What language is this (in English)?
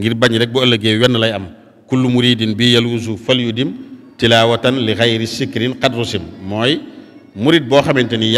Wolof